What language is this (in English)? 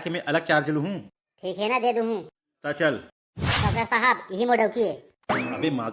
Chhattisgarhi